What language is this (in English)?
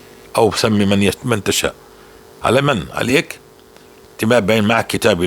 North Levantine Arabic